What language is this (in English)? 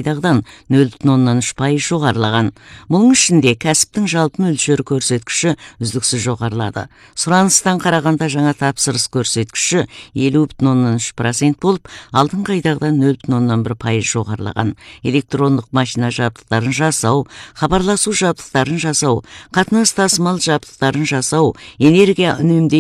Kazakh